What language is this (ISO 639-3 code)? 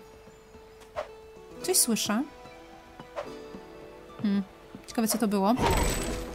pol